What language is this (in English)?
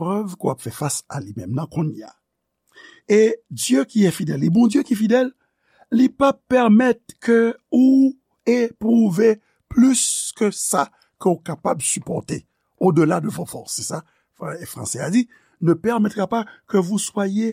Haitian Creole